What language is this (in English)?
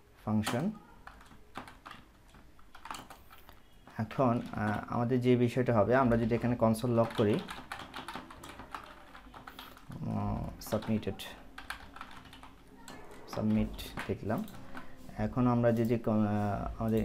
Bangla